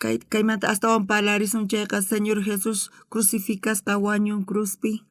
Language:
South Bolivian Quechua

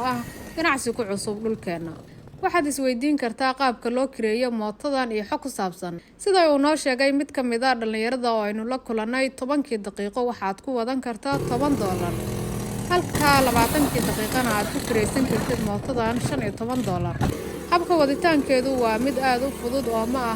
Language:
Somali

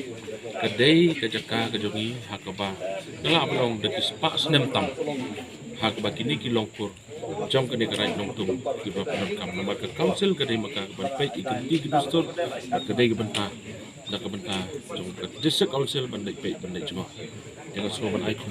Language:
Khasi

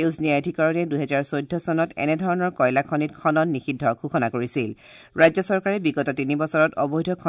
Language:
Assamese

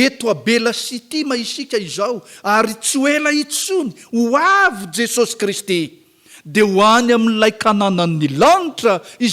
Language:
Malagasy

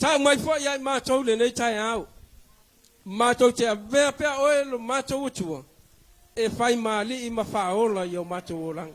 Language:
Samoan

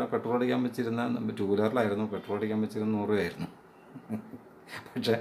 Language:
Malayalam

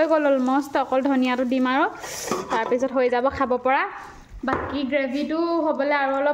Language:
Assamese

